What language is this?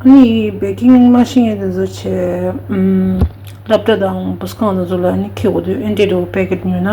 Tibetan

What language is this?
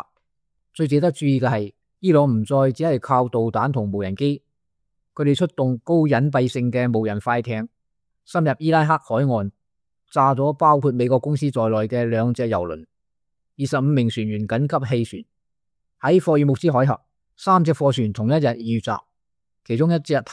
Cantonese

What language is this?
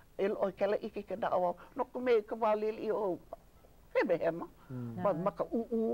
Hawaiian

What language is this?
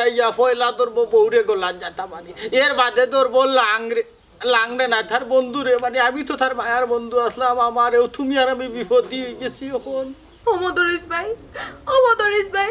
Sylheti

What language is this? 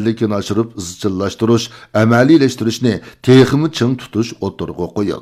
Uyghur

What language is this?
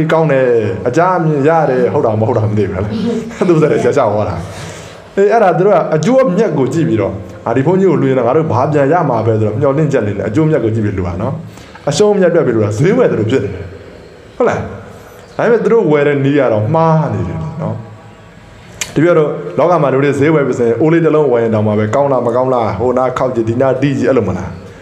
Burmese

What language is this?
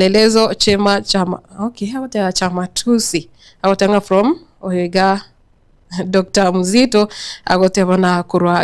Gusii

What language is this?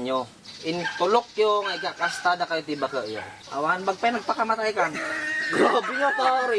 Iloko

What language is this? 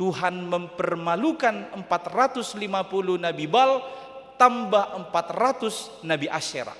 Batak Toba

